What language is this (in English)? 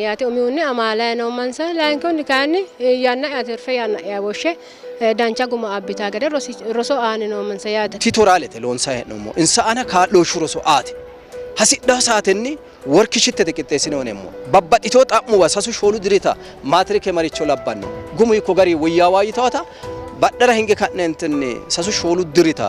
Sidamo